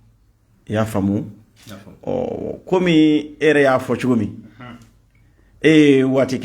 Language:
Bambara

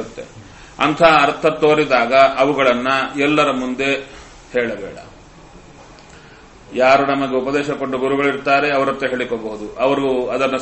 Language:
Kannada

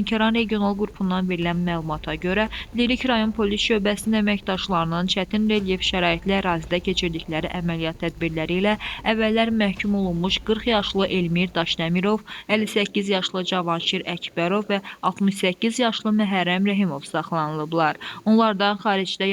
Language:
Azerbaijani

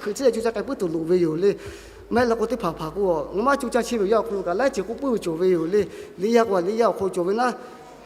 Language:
Lahu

